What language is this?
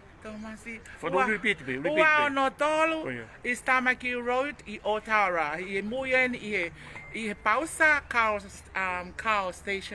Tongan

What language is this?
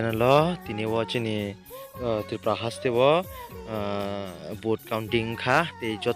Kok Borok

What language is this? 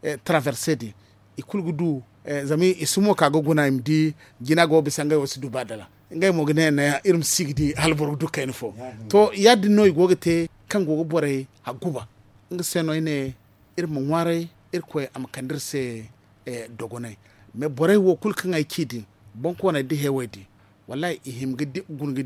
Zarma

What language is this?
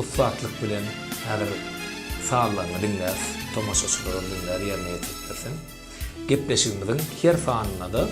Turkmen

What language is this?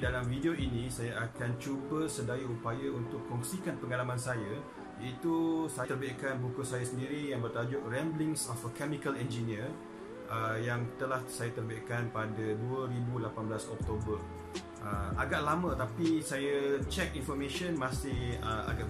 Malay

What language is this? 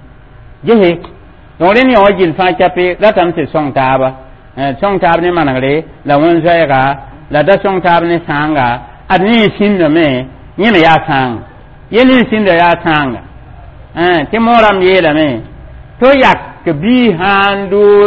Mossi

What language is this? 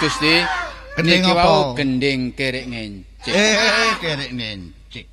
Javanese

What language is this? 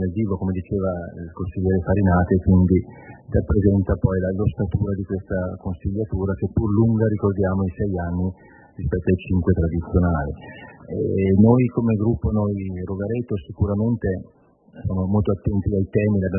Italian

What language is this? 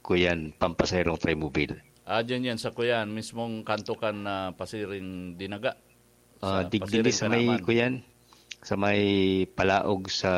Bikol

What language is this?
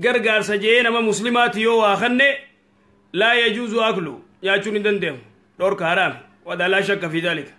Oromo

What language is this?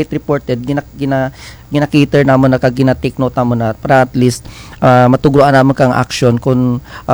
Kinaray-a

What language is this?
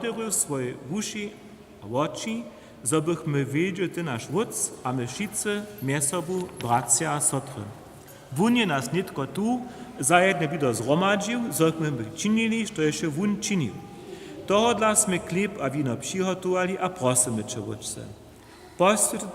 Upper Sorbian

